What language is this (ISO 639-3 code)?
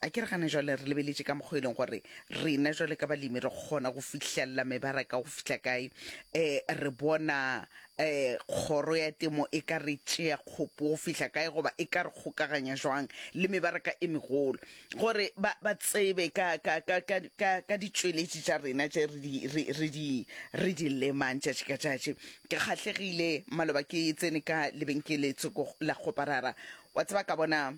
nso